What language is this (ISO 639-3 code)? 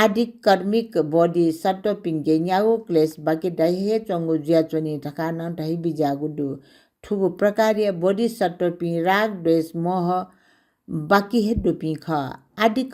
new